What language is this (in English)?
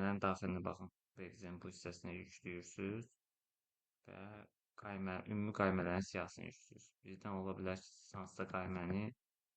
Azerbaijani